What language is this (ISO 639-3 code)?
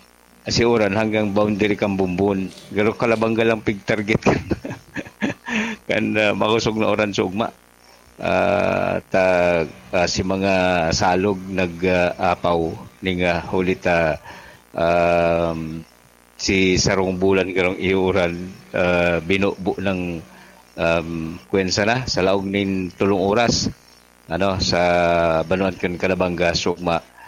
bik